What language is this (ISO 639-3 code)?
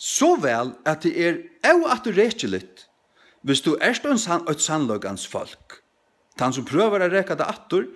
fao